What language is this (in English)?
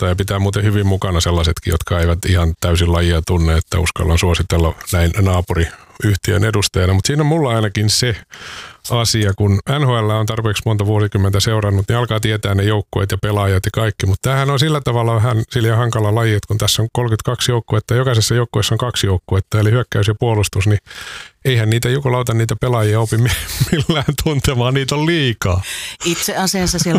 Finnish